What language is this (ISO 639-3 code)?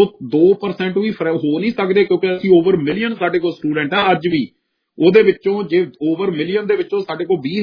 pan